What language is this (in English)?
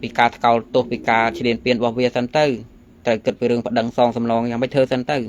Khmer